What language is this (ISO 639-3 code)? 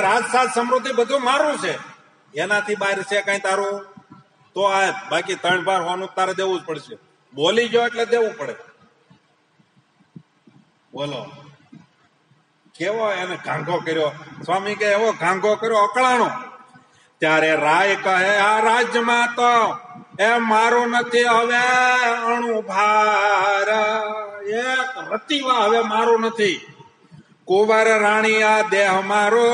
guj